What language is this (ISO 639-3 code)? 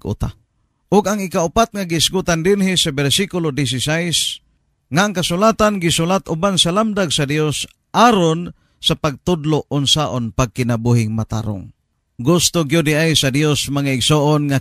ceb